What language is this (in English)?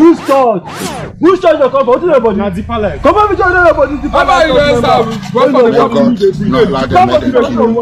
Nigerian Pidgin